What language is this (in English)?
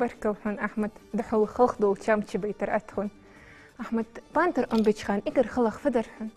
Ingush